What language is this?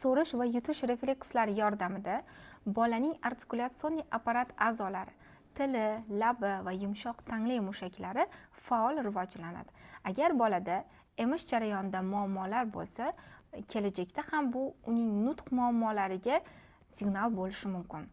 Uzbek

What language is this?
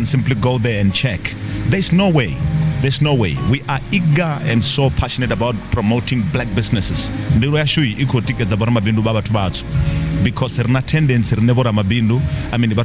Venda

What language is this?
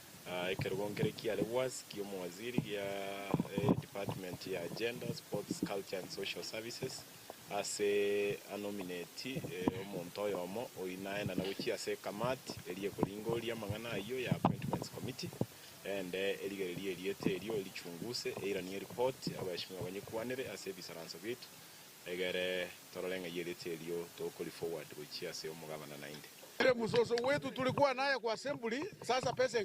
Gusii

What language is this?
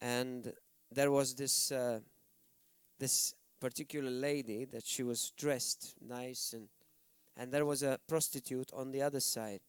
English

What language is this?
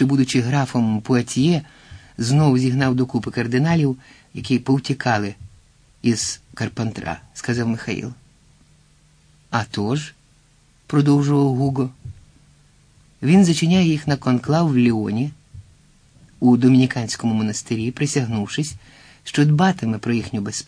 Ukrainian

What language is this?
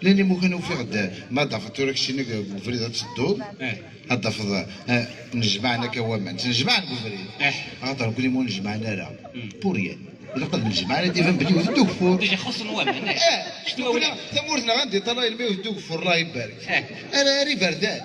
Kabyle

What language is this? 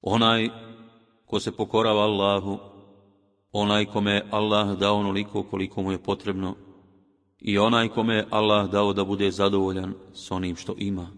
Bosnian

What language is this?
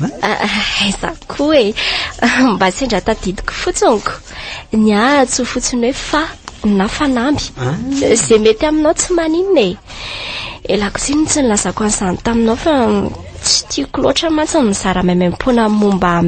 Malagasy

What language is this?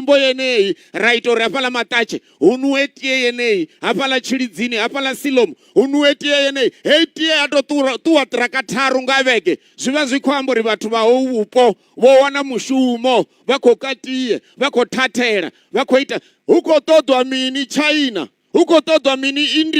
Venda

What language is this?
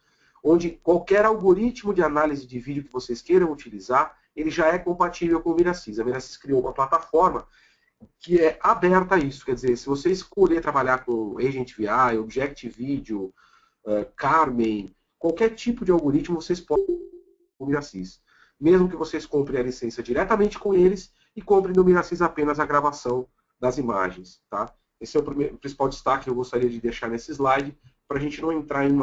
Portuguese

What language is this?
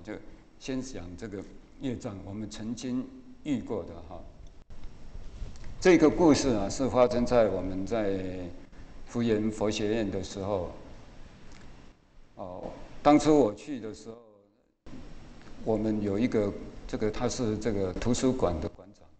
Chinese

